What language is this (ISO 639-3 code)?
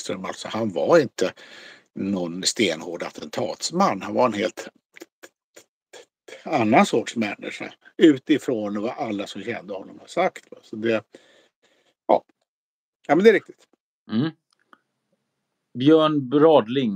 swe